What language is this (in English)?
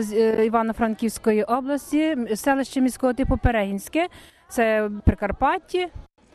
Ukrainian